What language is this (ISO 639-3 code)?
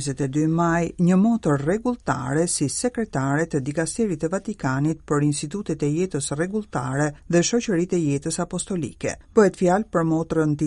sqi